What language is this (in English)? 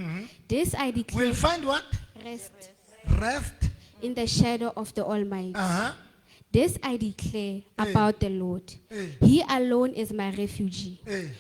Southern Sotho